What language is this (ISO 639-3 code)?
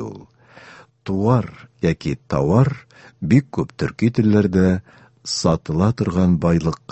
tat